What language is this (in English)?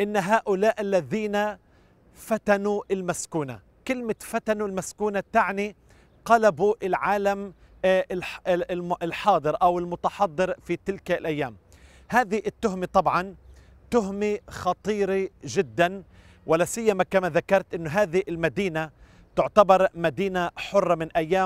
Arabic